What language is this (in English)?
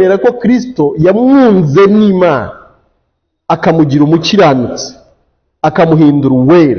Kinyarwanda